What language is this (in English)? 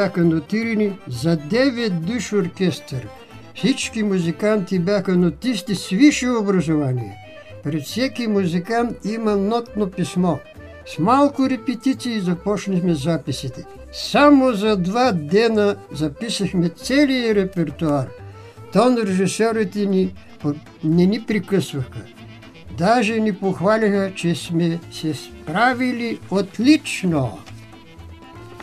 Bulgarian